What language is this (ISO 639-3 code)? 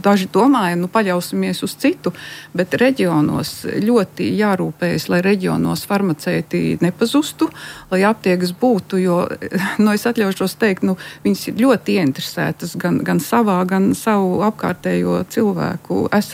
lav